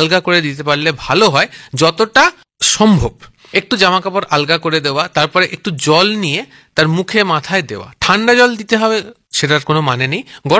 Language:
Bangla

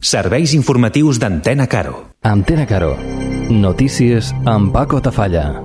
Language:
Catalan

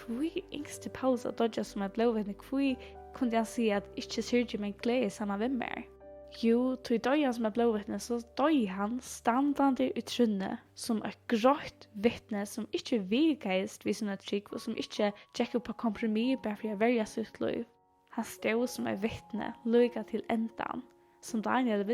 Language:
Faroese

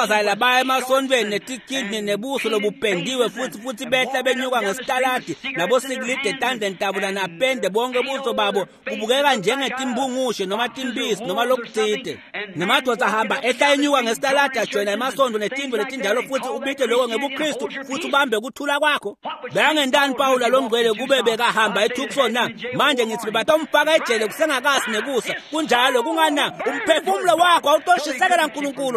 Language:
Swati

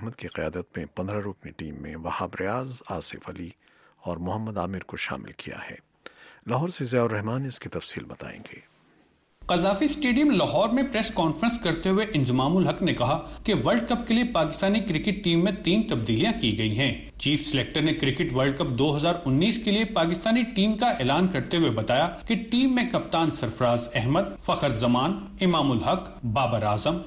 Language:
Urdu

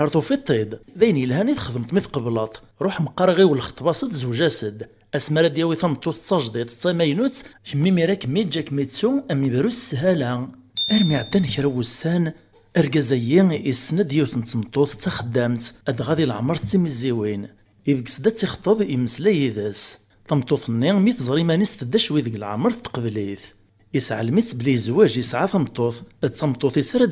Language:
Kabyle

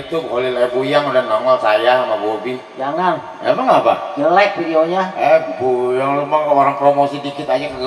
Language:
Betawi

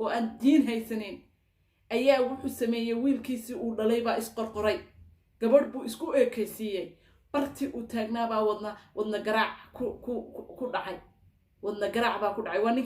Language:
Somali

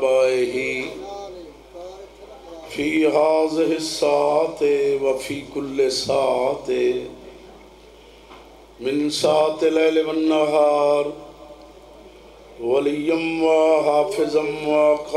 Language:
Urdu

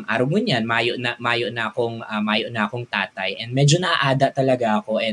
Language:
Bikol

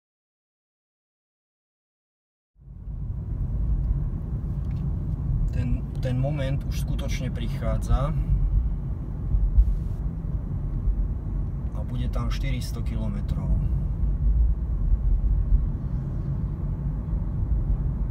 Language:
Slovak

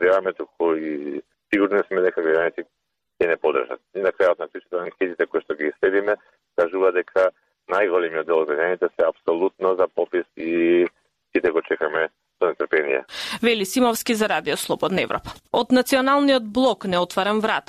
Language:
Macedonian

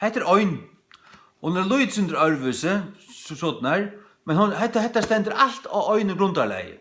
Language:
Faroese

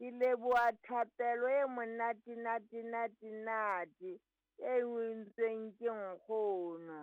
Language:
Southern Sotho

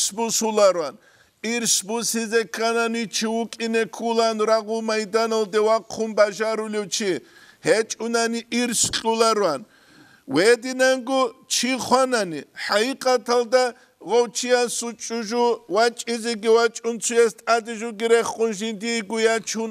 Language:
Avaric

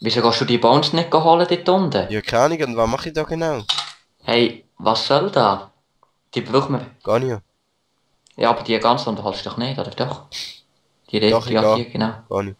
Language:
Swiss German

